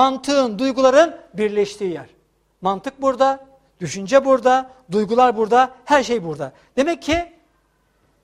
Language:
Turkish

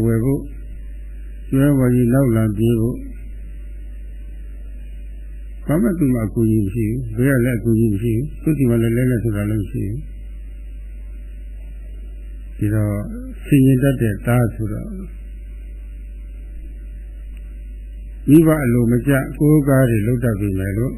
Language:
Burmese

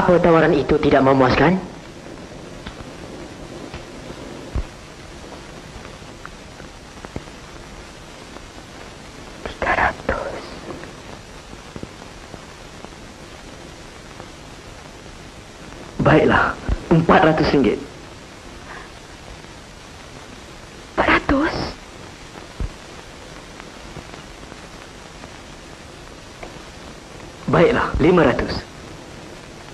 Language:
Malay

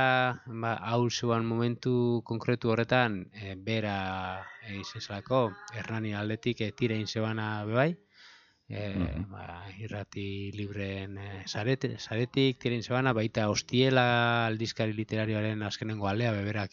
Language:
Basque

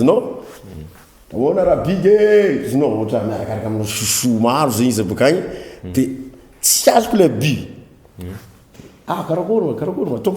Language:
Malagasy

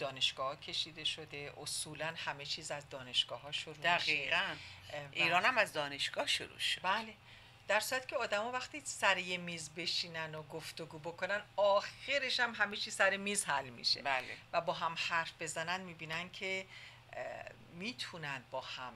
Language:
Persian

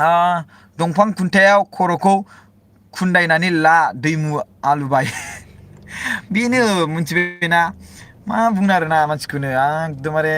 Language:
Bodo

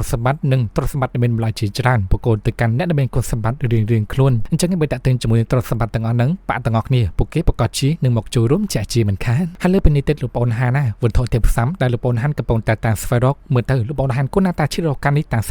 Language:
Khmer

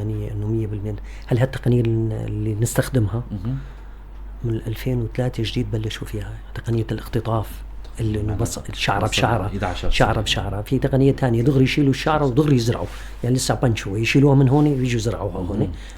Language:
North Levantine Arabic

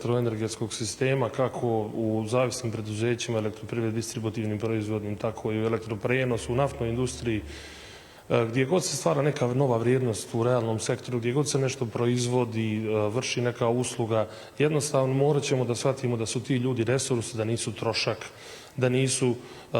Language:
Bosnian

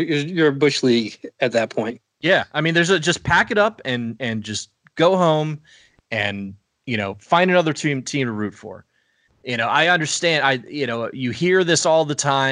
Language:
English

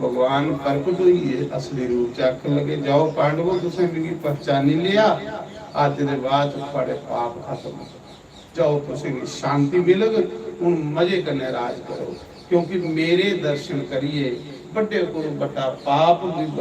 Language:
Dogri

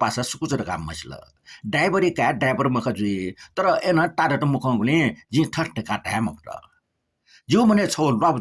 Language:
Newari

